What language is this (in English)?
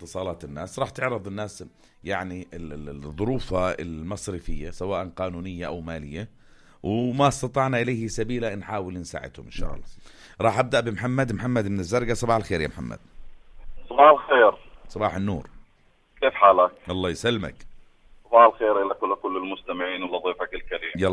North Levantine Arabic